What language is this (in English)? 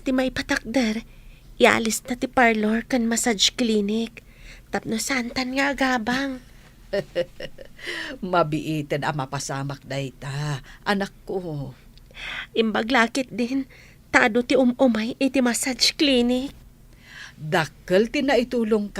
Iloko